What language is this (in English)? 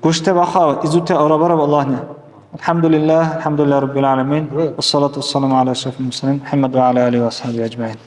Dargwa